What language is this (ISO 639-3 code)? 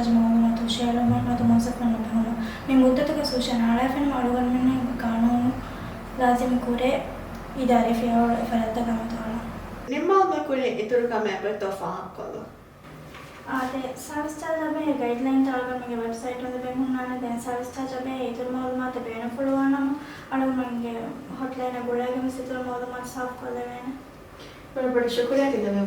div